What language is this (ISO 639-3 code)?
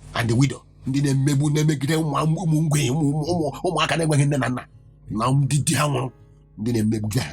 ibo